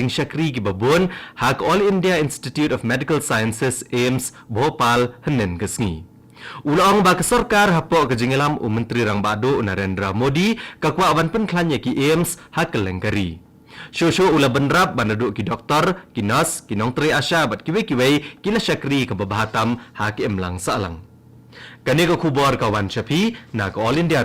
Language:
Khasi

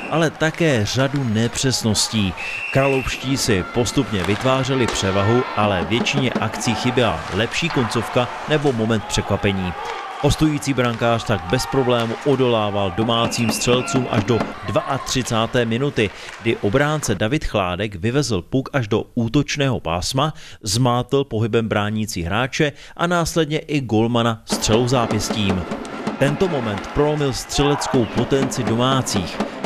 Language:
Czech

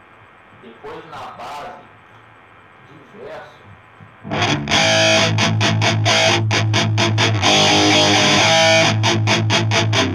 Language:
Portuguese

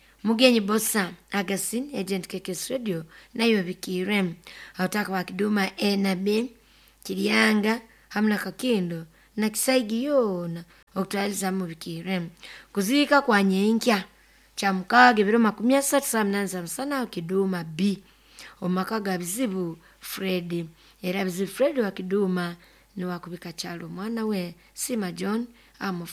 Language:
Nyoro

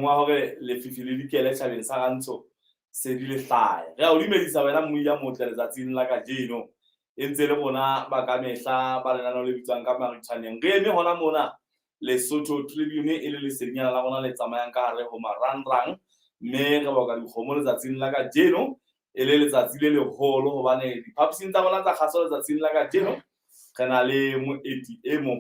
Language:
Southern Sotho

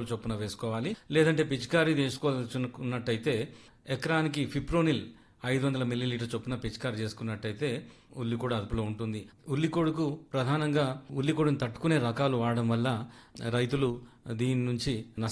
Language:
Telugu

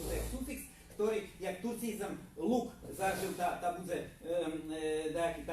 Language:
Rusyn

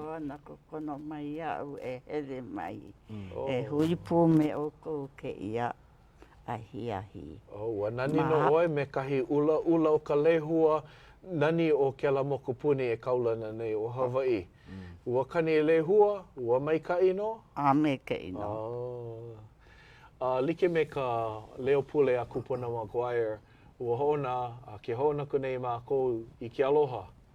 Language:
Hawaiian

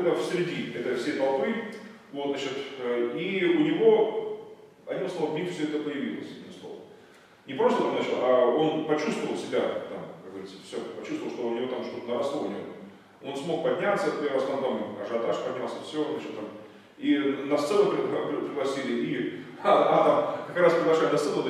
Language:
Russian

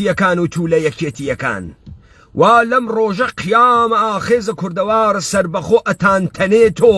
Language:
Central Kurdish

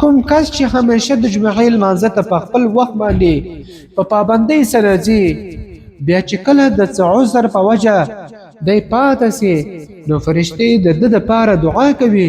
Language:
Pashto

